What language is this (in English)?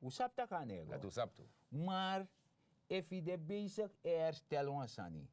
Sranan Tongo